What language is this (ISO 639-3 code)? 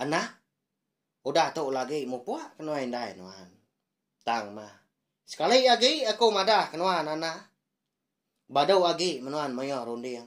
iba